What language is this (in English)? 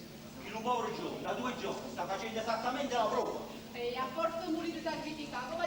Neapolitan